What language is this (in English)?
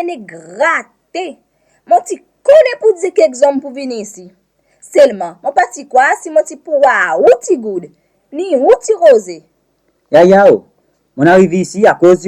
Seselwa Creole French